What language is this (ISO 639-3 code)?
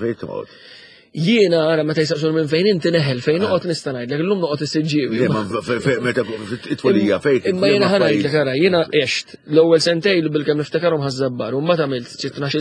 mlt